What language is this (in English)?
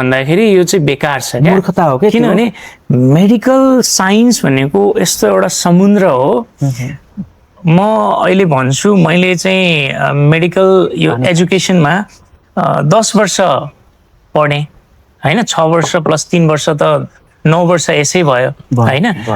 Nepali